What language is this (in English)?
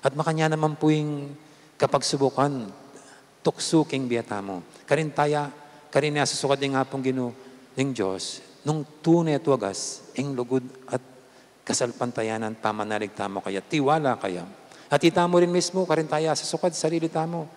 Pampanga